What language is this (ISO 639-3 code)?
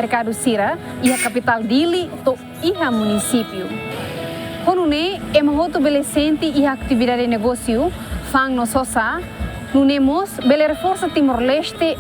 tet